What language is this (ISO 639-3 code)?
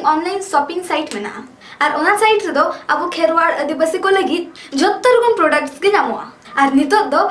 sat